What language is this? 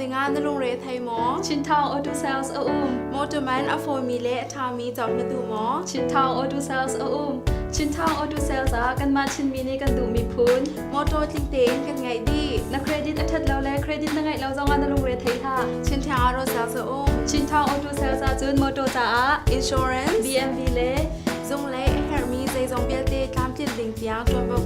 Hakha Chin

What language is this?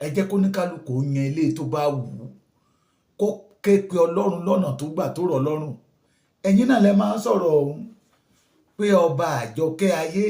Yoruba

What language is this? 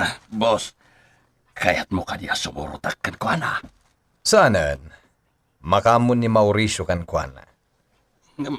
Iloko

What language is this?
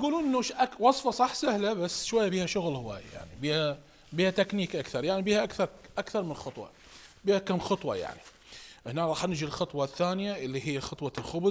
Mesopotamian Arabic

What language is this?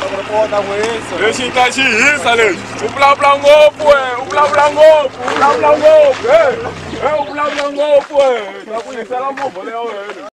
Tsonga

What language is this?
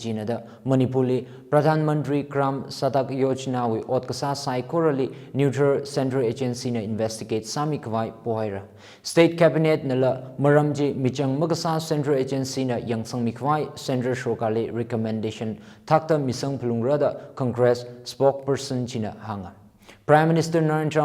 Tangkhul Naga (India)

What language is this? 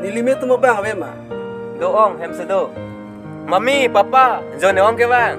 Karbi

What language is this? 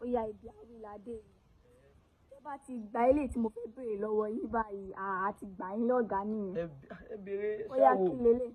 Yoruba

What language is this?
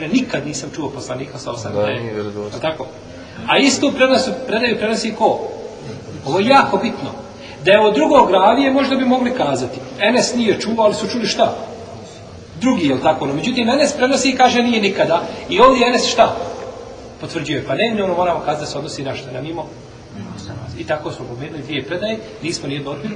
Bosnian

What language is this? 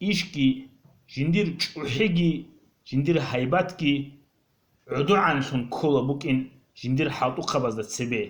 Avaric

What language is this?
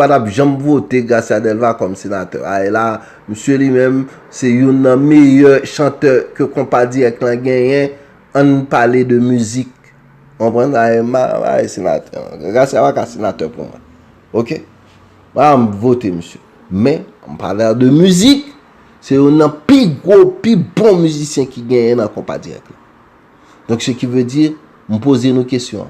Haitian Creole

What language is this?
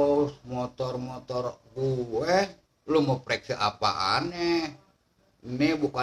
Betawi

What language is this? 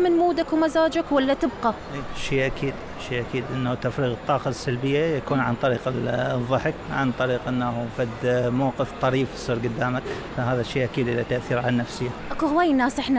Mesopotamian Arabic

